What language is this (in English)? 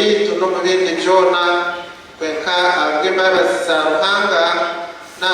Nyankole